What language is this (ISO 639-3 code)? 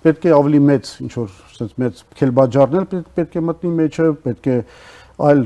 hye